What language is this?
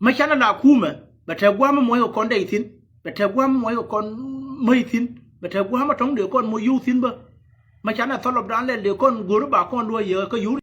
Nuer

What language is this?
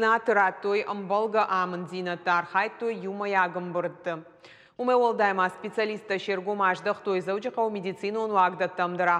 Ossetic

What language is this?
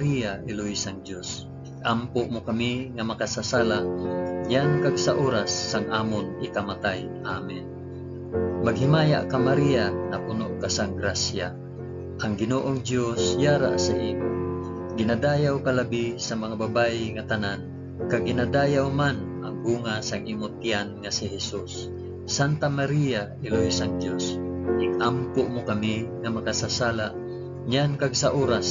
Hiligaynon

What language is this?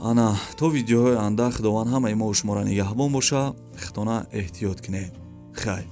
Tajik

